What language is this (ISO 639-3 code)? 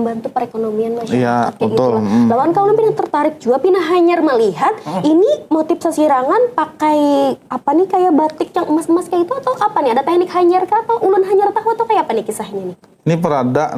bjn